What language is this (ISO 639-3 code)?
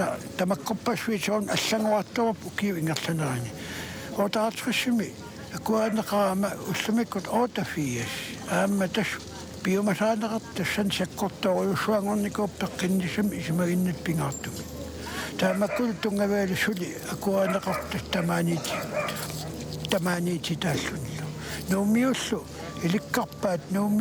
kal